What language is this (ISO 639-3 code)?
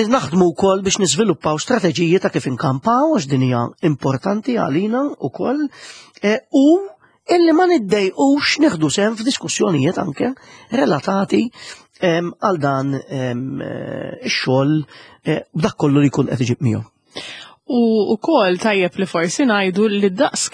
mlt